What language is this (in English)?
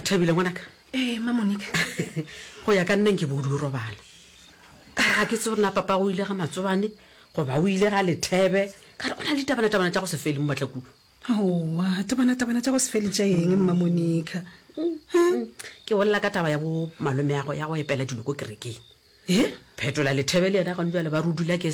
Northern Sotho